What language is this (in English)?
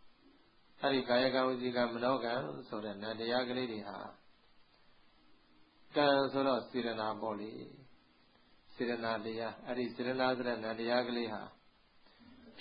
Burmese